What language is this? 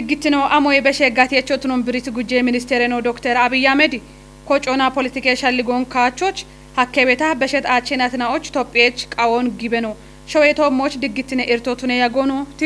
Kafa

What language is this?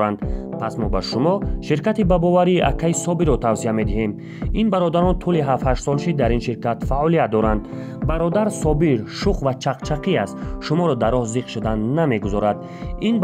Tajik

